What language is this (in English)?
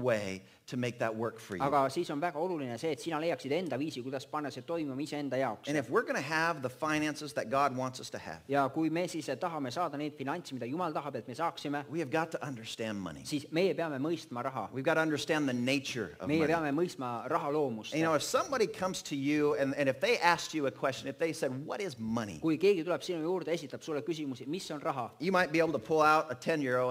Estonian